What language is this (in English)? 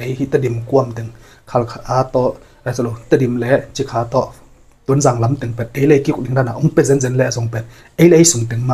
Tedim Chin